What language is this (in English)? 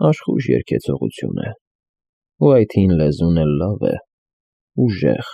Armenian